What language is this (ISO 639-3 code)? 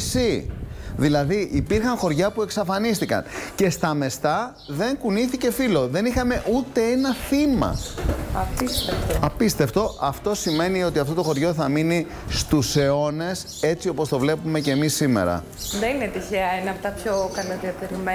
ell